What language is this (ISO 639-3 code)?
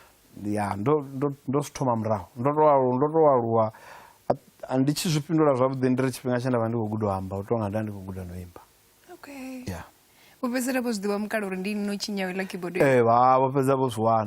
ven